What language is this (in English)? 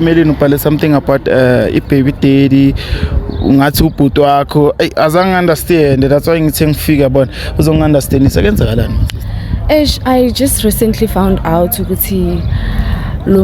Zulu